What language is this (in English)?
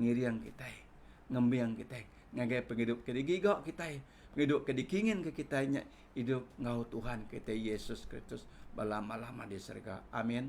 Iban